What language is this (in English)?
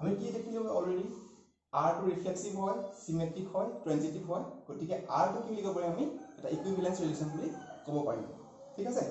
Assamese